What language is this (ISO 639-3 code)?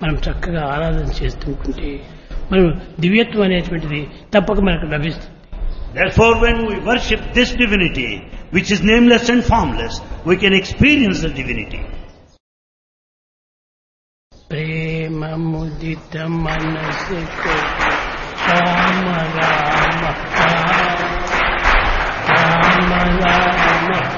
tel